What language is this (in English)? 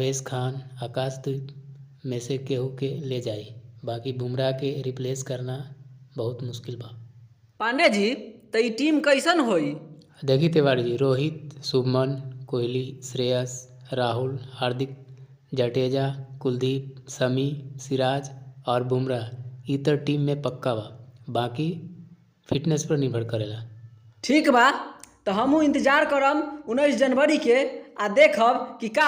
Bhojpuri